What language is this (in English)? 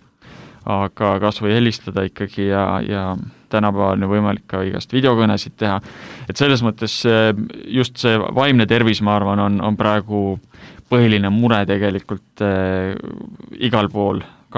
Estonian